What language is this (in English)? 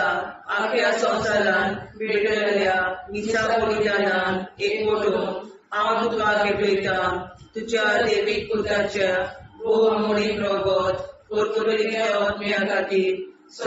Konkani